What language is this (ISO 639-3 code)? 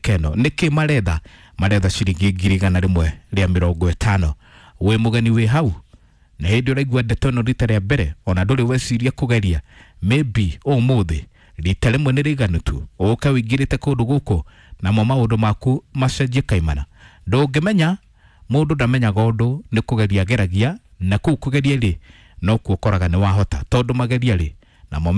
kik